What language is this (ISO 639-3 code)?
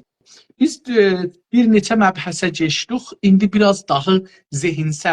azb